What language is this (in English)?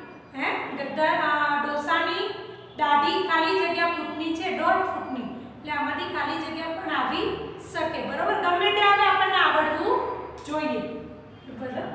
Gujarati